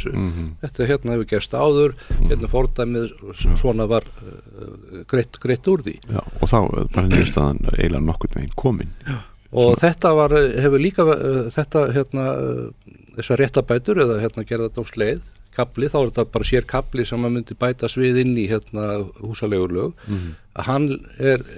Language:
Icelandic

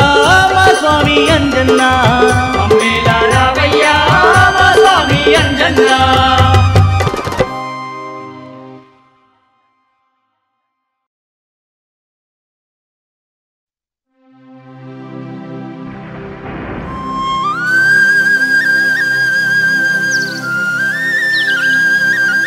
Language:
Telugu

